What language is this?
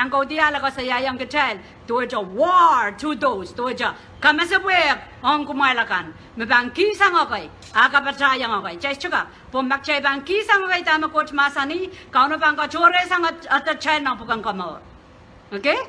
Pohnpeian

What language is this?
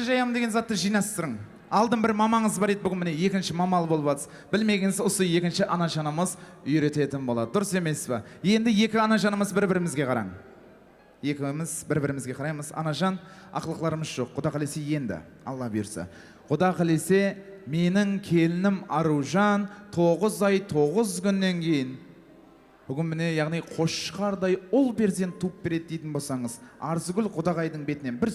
Kara-Kalpak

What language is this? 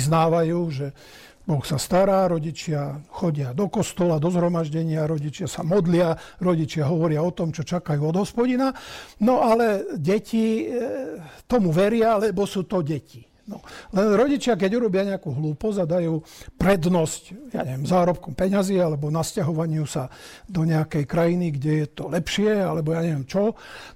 Slovak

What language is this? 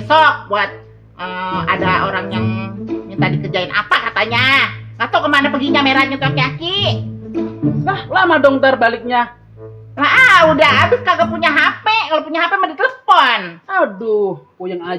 Betawi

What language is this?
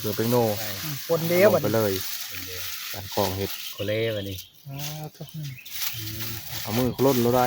Northeastern Thai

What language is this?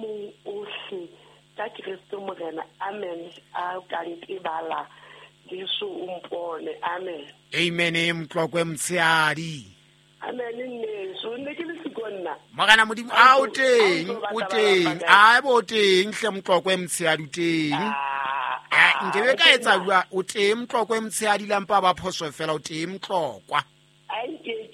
Southern Sotho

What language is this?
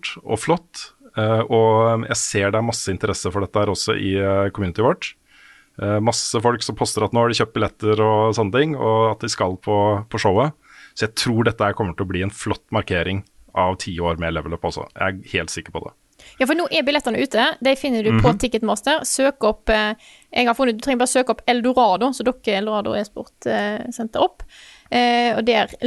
Norwegian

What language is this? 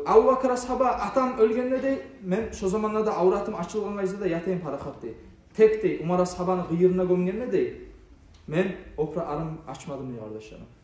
Kumyk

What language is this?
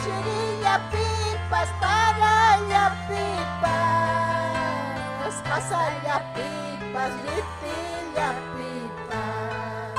Ayacucho Quechua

